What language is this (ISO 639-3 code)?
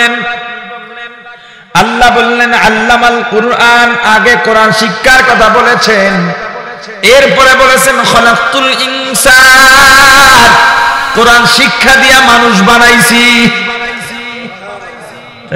ben